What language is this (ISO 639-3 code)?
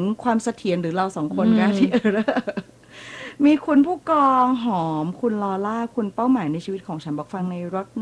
tha